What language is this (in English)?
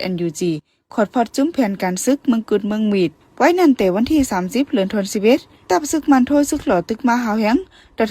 Shan